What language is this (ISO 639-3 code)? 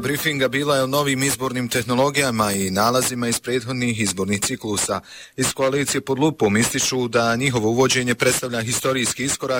bos